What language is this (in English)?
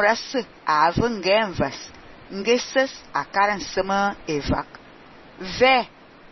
Fang